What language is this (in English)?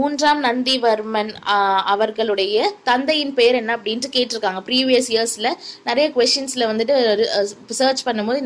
Tamil